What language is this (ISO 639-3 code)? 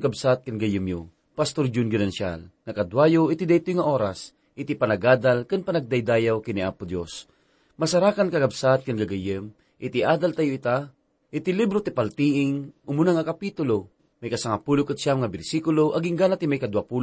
ilo